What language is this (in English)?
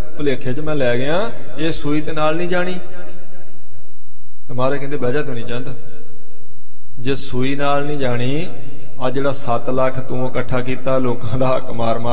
Punjabi